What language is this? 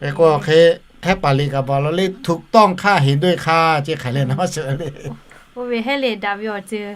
Lahu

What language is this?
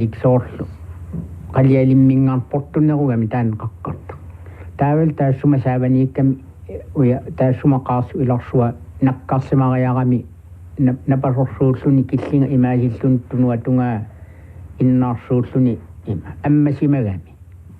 Kalaallisut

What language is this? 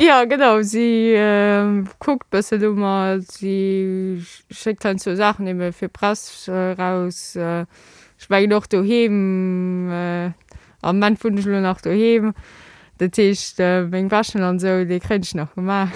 Luxembourgish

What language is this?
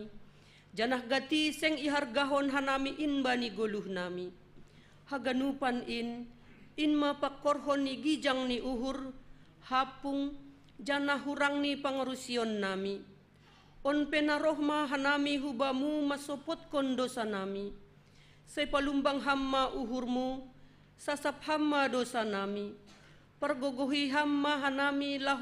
Batak Simalungun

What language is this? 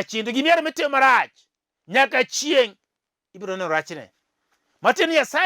Luo (Kenya and Tanzania)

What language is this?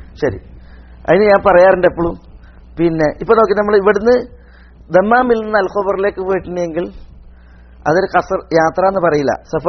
Malayalam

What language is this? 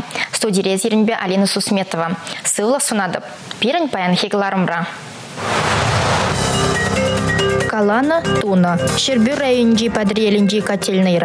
Chuvash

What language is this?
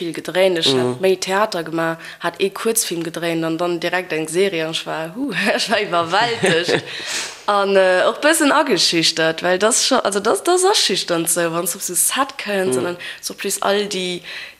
Luxembourgish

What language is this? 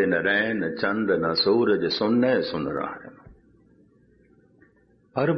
Punjabi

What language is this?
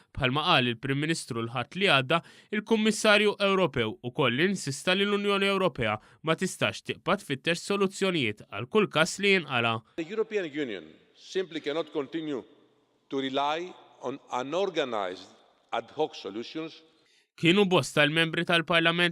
Maltese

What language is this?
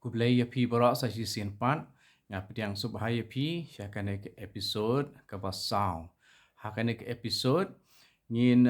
Khasi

